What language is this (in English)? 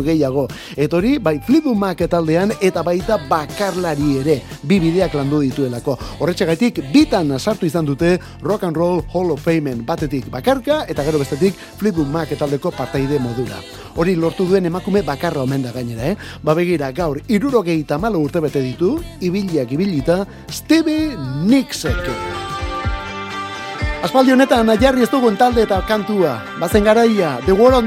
Basque